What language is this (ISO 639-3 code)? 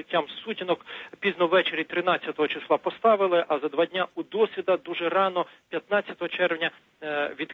ukr